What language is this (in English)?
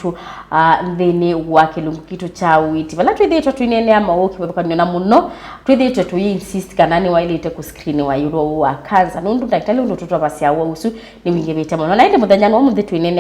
Kamba